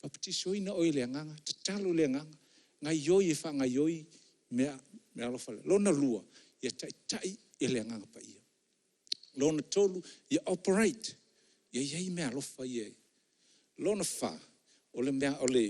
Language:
Samoan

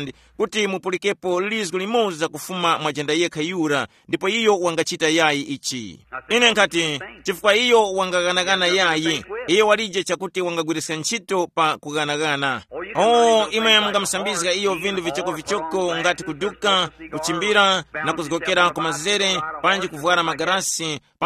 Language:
Tumbuka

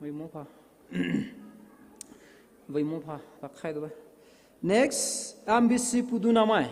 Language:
Poumei Naga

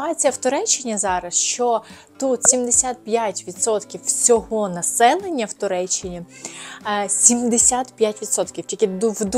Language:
Ukrainian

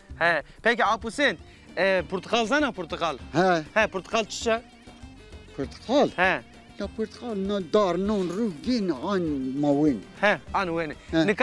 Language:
Zaza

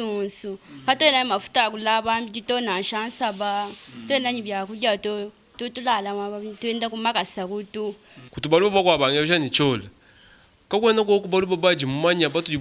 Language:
Luba-Lulua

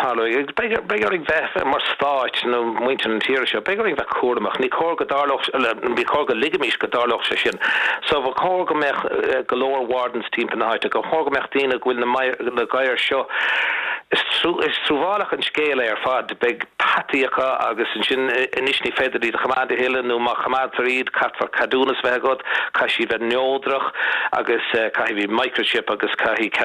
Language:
Irish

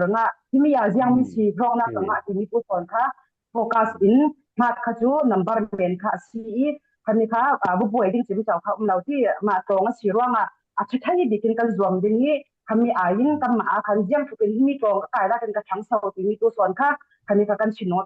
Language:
Falam Chin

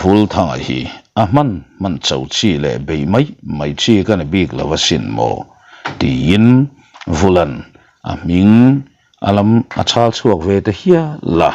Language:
Mizo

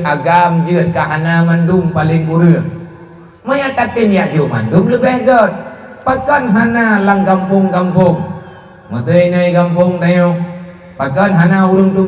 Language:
Achinese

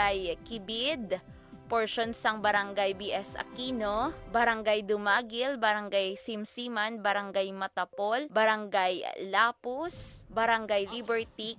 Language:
Hiligaynon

